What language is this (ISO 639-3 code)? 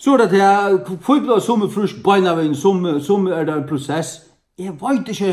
fao